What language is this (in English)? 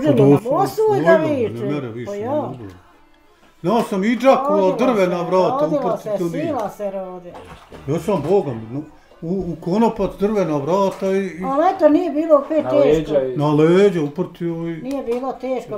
Bosnian